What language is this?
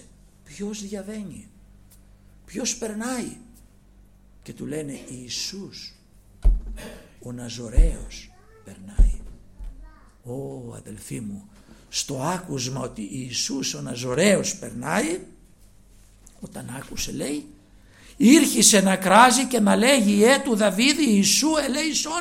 Greek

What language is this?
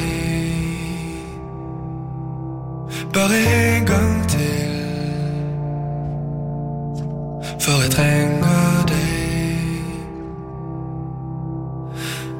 Norwegian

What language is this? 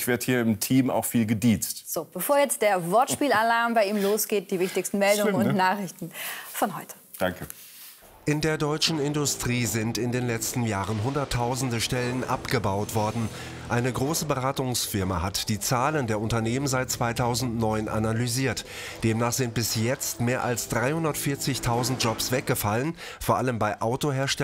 German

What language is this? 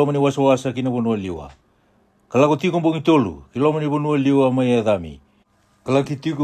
Fijian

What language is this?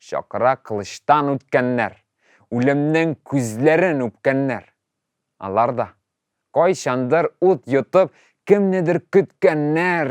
Tatar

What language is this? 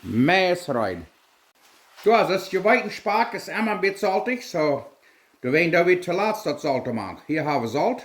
Plautdietsch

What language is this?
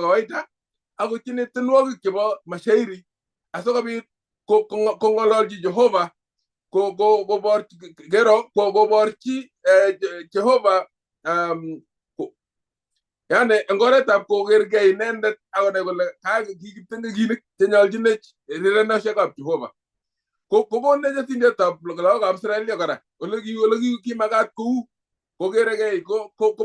Kalenjin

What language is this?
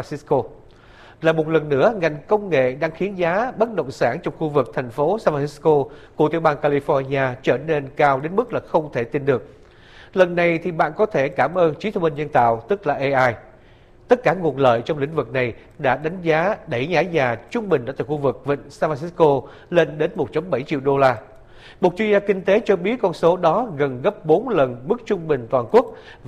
Vietnamese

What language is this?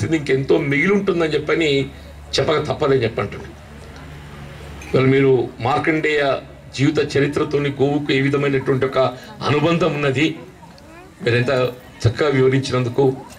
Telugu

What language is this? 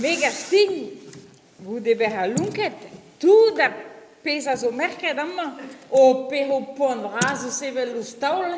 Breton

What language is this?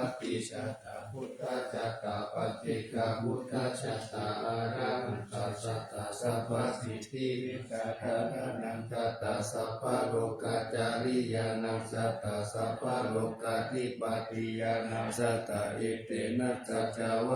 Pali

